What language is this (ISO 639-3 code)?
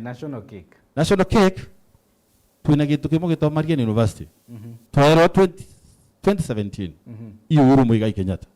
mer